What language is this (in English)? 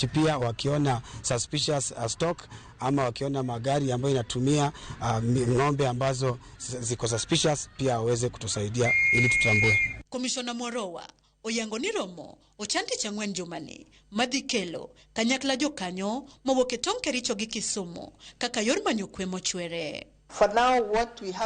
Luo (Kenya and Tanzania)